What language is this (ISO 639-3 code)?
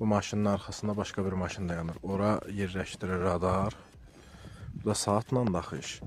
aze